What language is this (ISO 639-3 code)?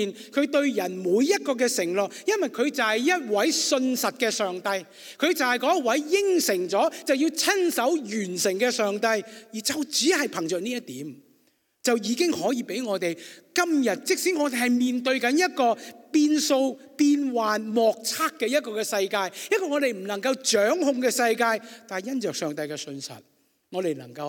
yue